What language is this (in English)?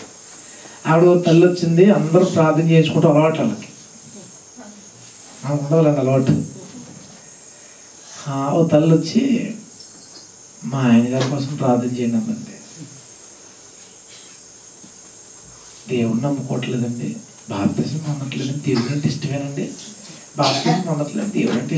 Telugu